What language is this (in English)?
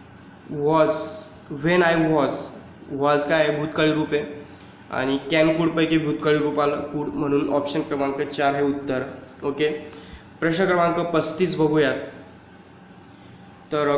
Marathi